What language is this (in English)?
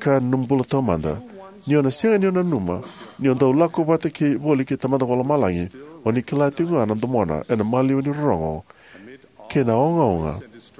Fijian